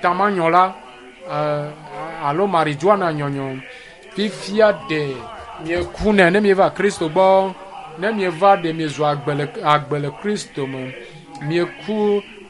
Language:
Ewe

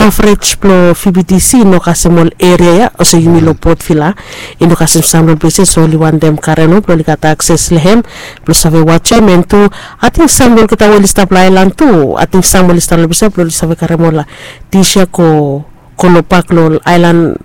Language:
Bislama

